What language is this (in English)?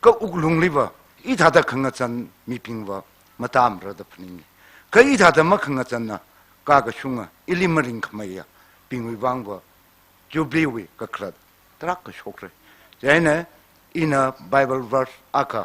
Tangkhul Naga (India)